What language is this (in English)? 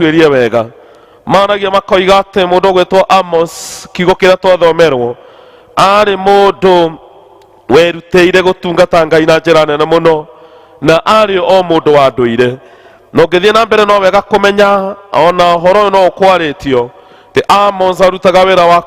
Kikuyu